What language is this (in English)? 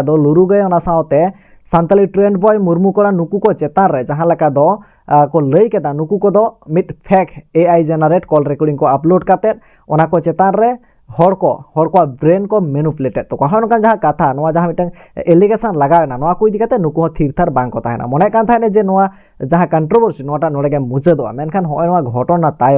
Santali